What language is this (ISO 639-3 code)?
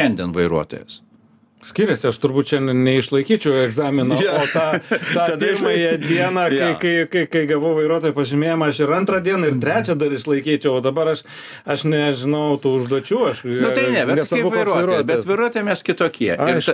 lit